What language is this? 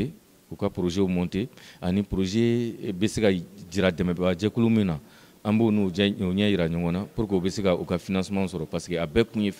Bambara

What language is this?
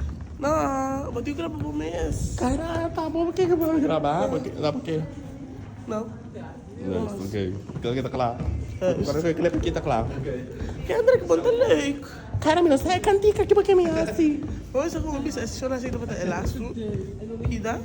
Papiamento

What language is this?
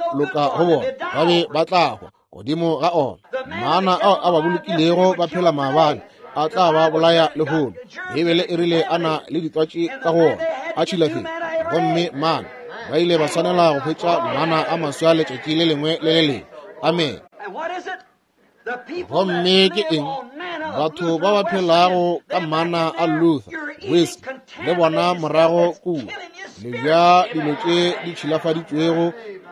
Northern Sotho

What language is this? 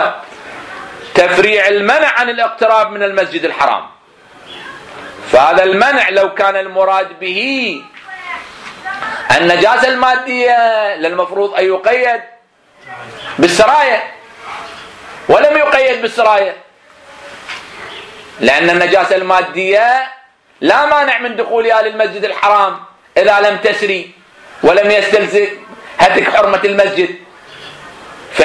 Arabic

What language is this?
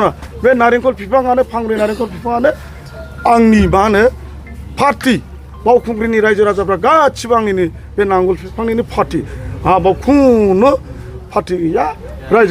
Bodo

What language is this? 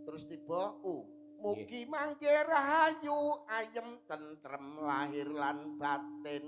Javanese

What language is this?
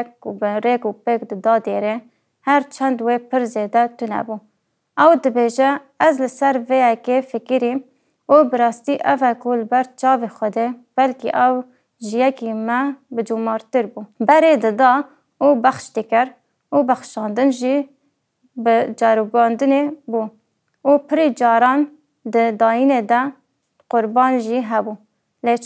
Kurdish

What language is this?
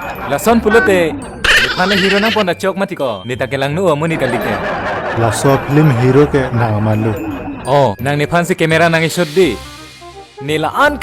Karbi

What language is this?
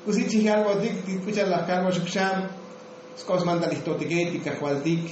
Tzotzil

